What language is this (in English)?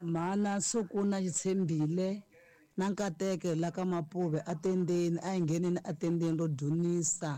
Tsonga